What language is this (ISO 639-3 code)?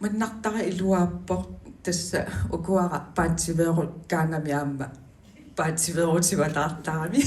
kal